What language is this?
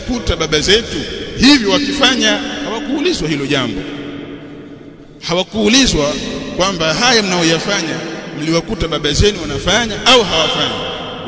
Swahili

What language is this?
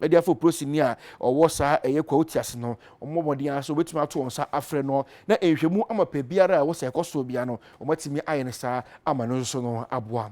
Akan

